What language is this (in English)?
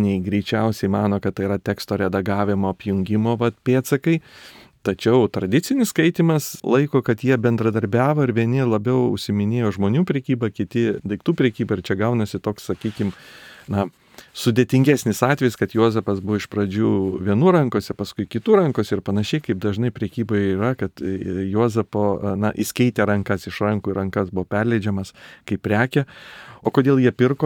Lithuanian